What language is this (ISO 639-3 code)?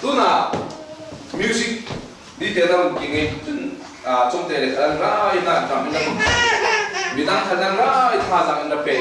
cfm